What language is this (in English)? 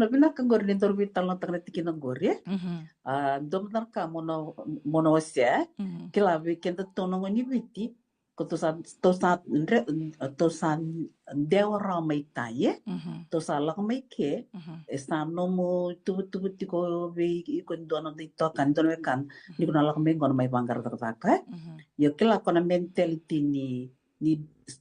Fijian